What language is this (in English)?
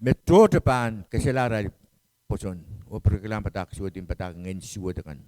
Pohnpeian